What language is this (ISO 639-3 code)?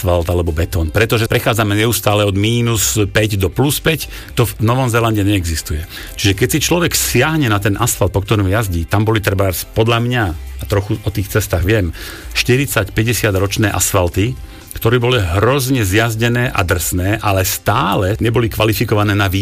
slk